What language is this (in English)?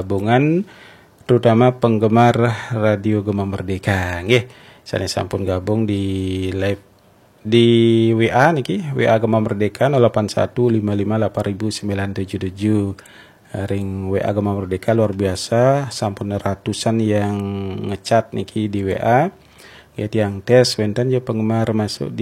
Balinese